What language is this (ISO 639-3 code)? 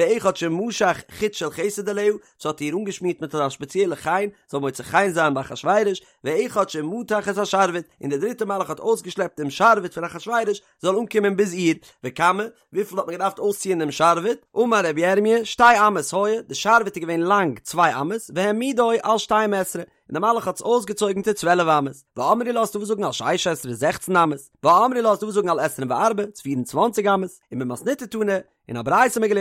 yid